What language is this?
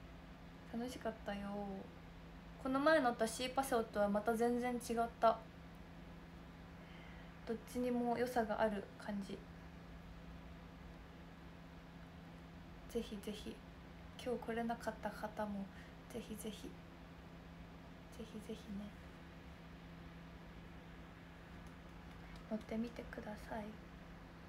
Japanese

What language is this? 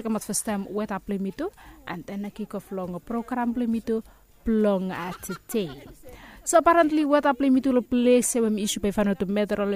Bislama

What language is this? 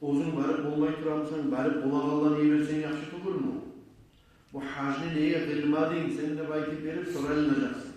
Kumyk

